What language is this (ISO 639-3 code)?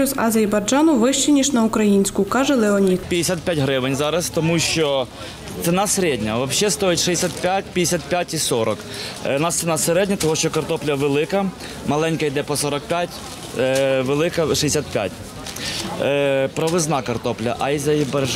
ukr